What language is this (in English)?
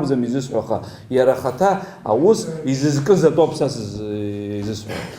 Abkhazian